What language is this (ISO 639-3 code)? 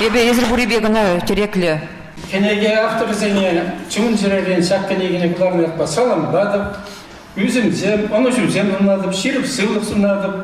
chv